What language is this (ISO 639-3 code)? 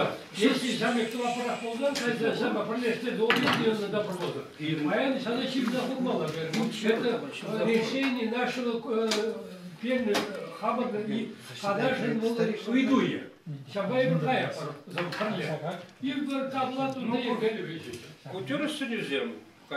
chv